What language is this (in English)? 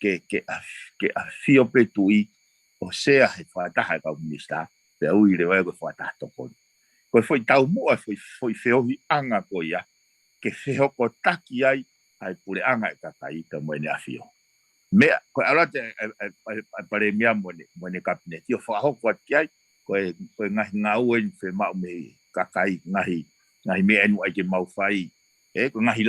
Tongan